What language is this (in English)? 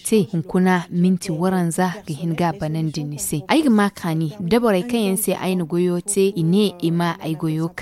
Zarma